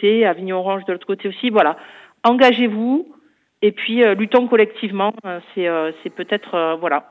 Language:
French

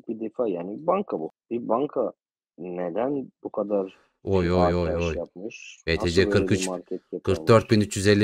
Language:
Turkish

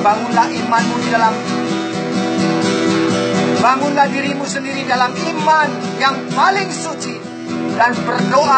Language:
Indonesian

